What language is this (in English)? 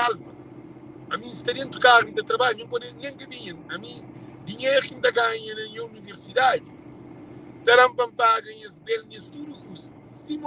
Kabuverdianu